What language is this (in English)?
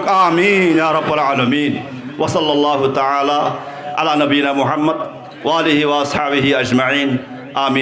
Rohingya